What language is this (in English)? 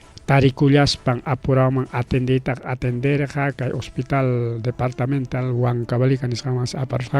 Ayacucho Quechua